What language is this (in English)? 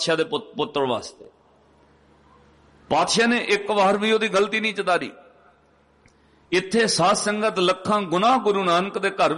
Punjabi